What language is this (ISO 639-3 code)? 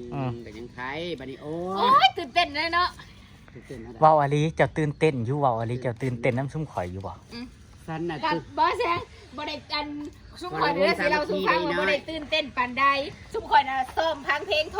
tts